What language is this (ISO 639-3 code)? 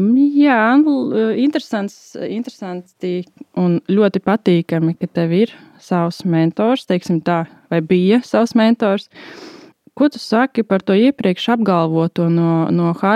lav